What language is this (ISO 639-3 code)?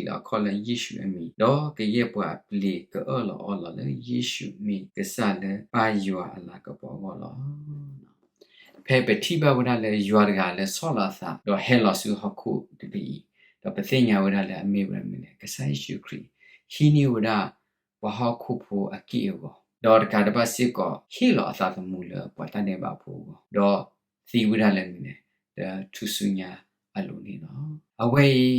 ksw